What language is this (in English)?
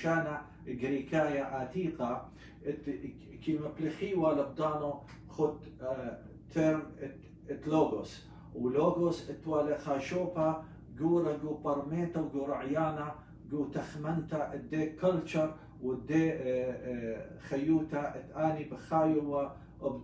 Assyrian Neo-Aramaic